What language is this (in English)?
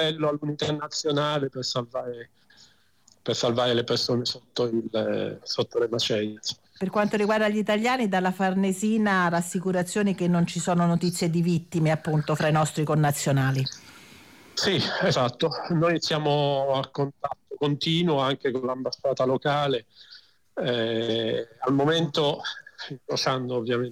Italian